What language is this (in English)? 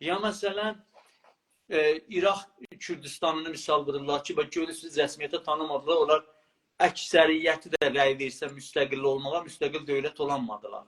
South Azerbaijani